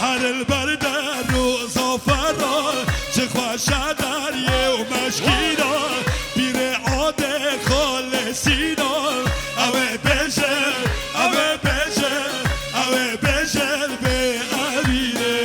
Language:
Kurdish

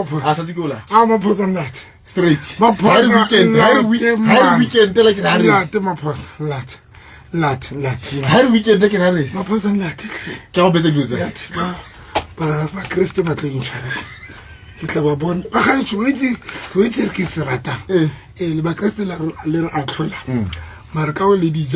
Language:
Southern Sotho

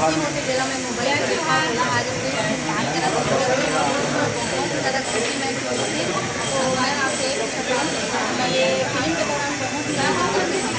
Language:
Chhattisgarhi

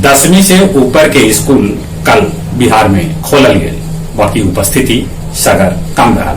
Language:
Magahi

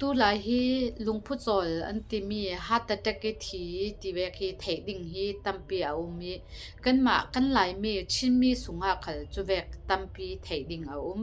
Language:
Falam Chin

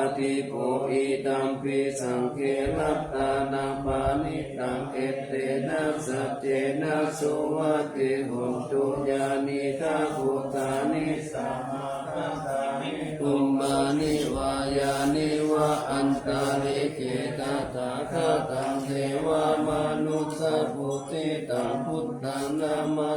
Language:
Pali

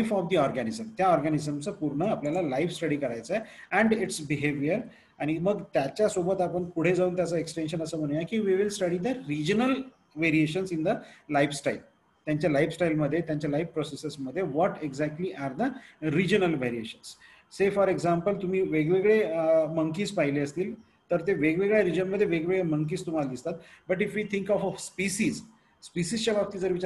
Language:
Marathi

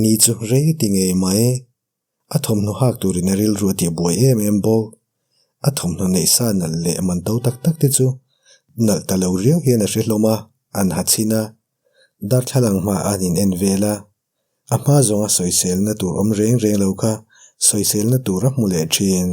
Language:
Mizo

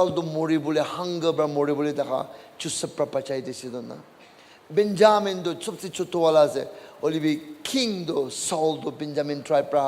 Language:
Naga Pidgin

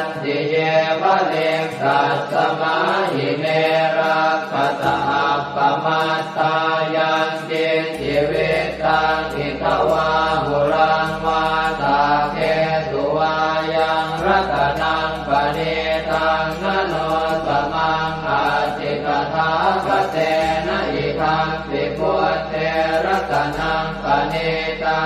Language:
Pali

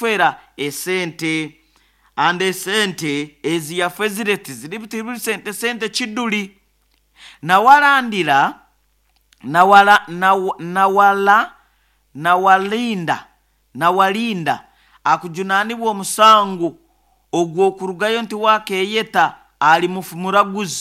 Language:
Nyoro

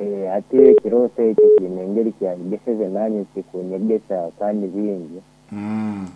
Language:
Nyoro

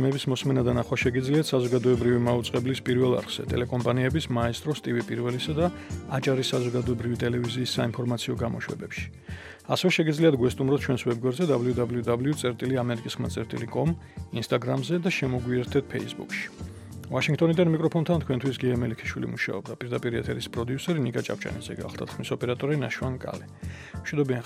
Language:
Georgian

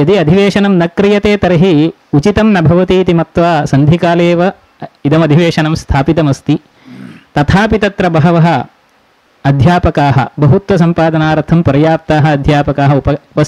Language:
Sanskrit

